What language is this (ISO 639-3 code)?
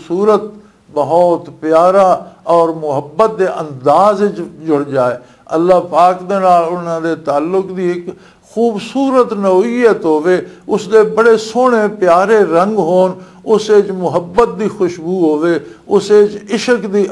lah